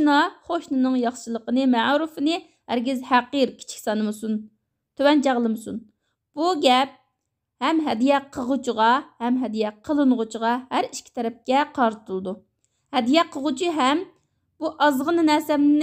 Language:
Uyghur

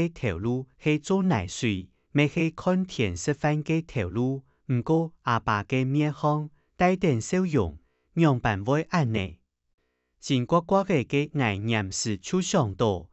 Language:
Hakka Chinese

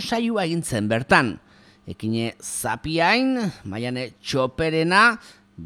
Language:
Basque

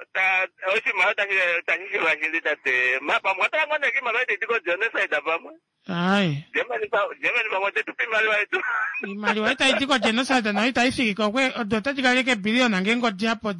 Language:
Kuanyama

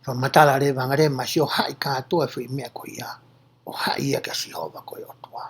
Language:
Tongan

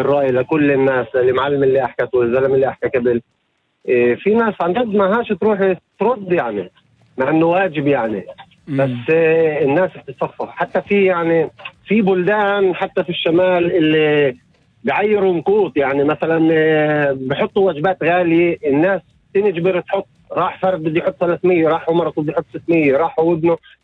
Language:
North Levantine Arabic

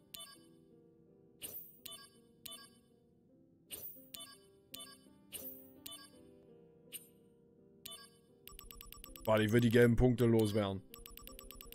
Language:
German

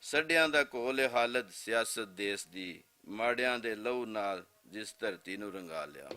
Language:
Western Panjabi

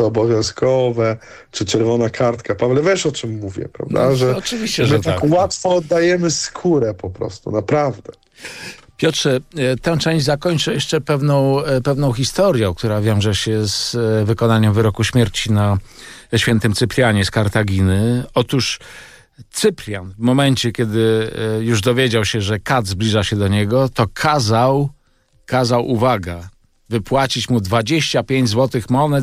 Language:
Polish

